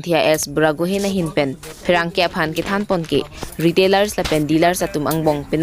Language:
Karbi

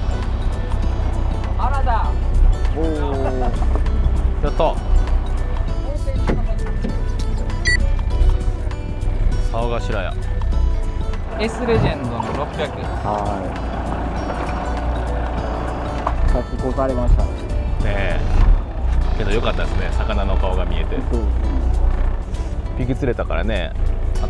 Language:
Japanese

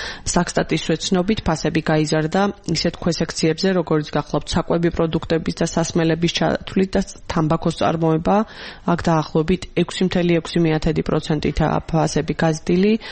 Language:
Georgian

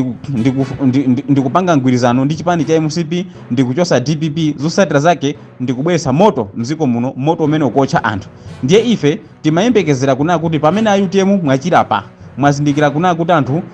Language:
Nyanja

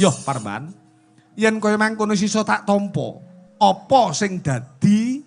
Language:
Javanese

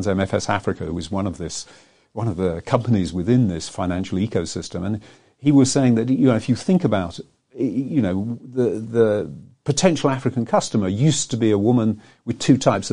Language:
English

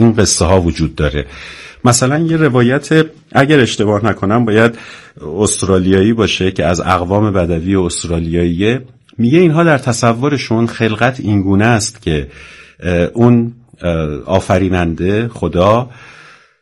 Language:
Persian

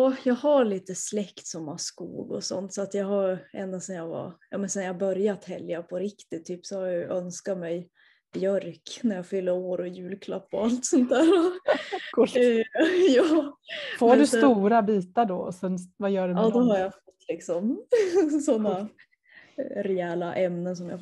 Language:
Swedish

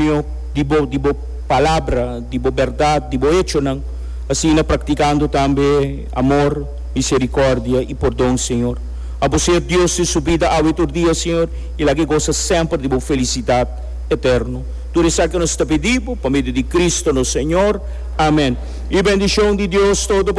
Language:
Papiamento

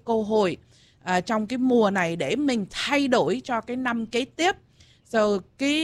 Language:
Vietnamese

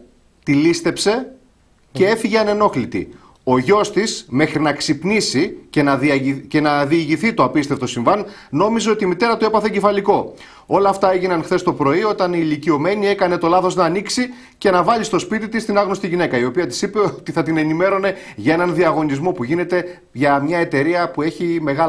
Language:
Greek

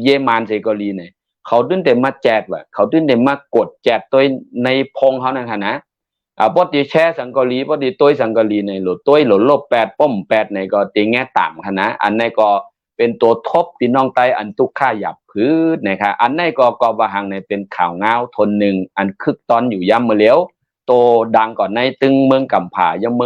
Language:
Shan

